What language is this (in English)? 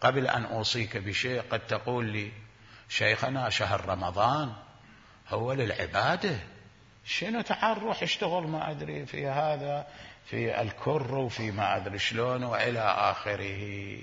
Mesopotamian Arabic